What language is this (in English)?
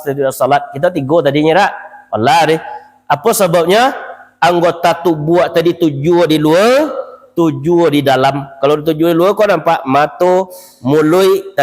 Minangkabau